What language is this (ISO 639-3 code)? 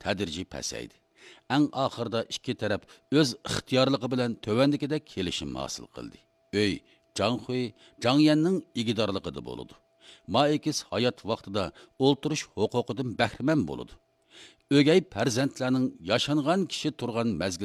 uig